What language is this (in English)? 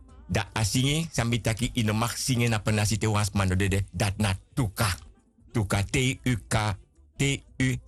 Sranan Tongo